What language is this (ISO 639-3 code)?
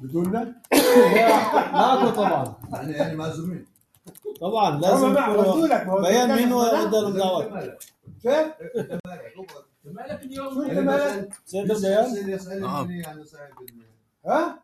apc